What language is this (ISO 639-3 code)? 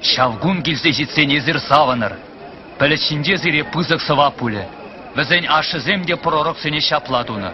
chv